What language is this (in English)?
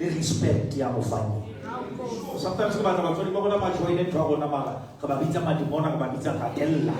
Southern Sotho